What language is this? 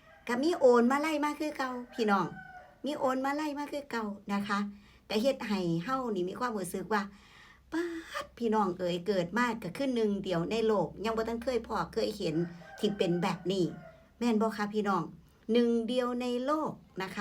Northeastern Thai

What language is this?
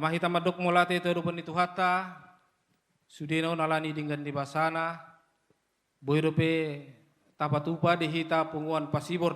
Batak Toba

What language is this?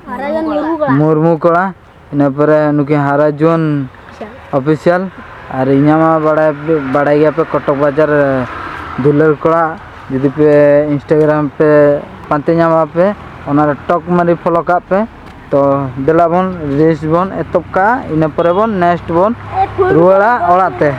Santali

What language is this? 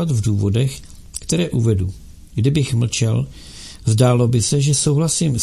Czech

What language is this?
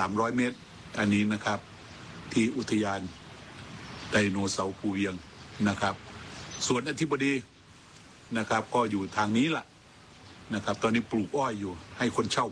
Thai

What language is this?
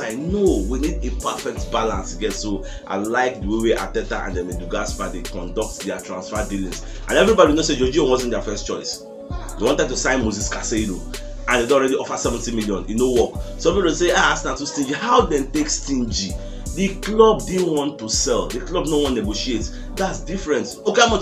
Nigerian Pidgin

